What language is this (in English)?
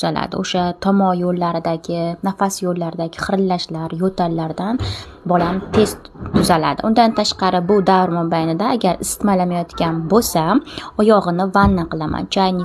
Uzbek